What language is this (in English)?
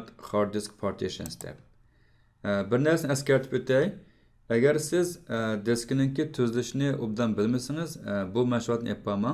Uyghur